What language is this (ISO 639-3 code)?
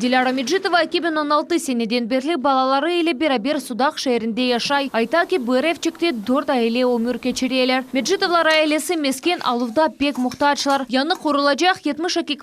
crh